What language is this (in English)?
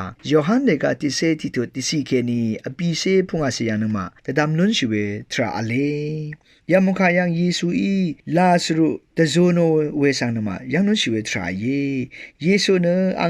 Rawang